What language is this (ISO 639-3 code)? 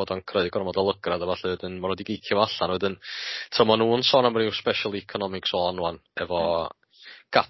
cym